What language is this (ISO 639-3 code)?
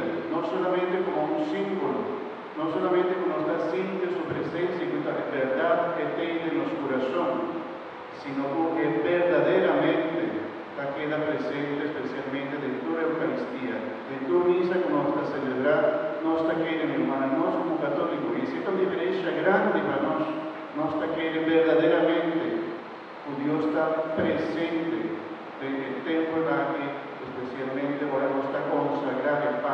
pap